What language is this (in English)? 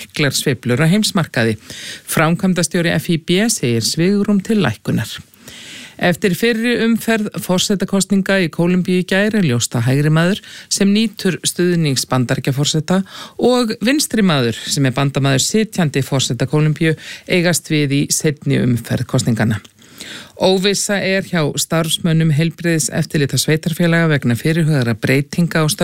Icelandic